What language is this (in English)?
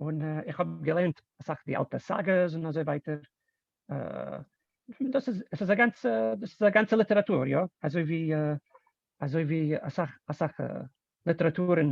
Yiddish